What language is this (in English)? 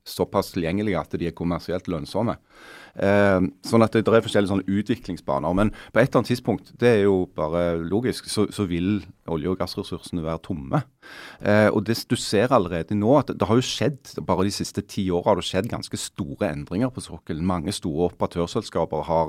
Norwegian